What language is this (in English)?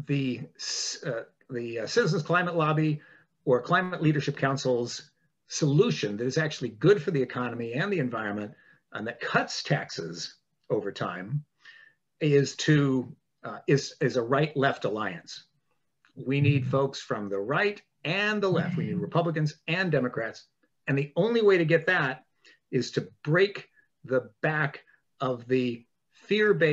English